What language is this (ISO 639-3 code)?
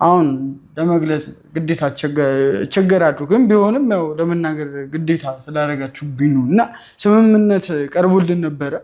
amh